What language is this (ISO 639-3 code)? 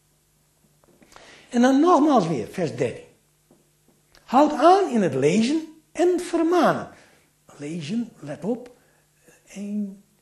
nld